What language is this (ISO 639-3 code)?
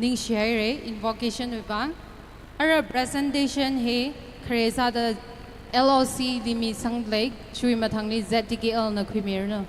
nmf